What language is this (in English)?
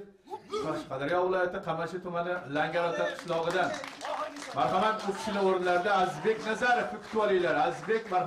Uzbek